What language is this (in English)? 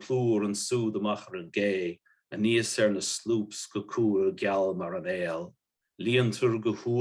Irish